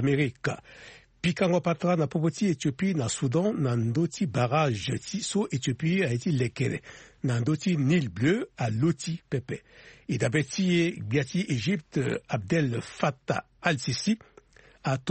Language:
Sango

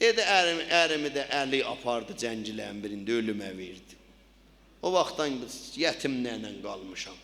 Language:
South Azerbaijani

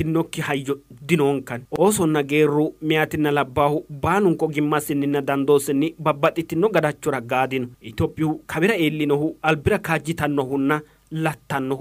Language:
Sidamo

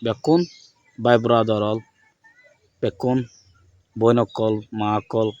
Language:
Rohingya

